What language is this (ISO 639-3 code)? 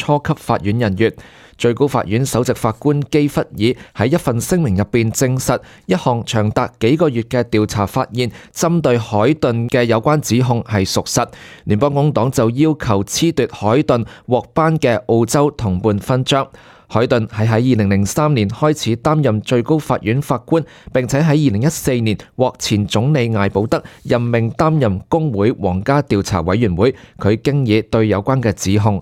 yue